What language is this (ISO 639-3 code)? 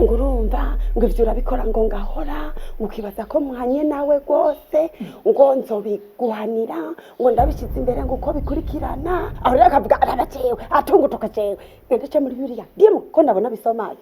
run